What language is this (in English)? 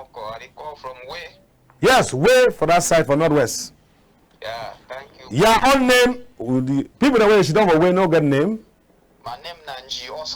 Cameroon Pidgin